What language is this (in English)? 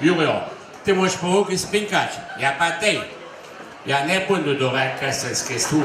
Upper Sorbian